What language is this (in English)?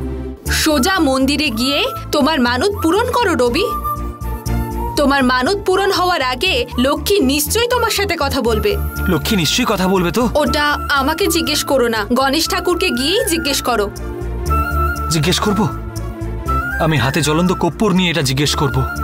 Bangla